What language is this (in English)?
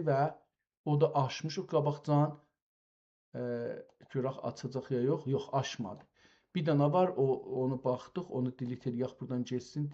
South Azerbaijani